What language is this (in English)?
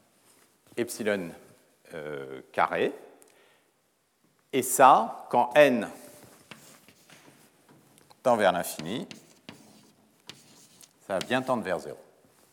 French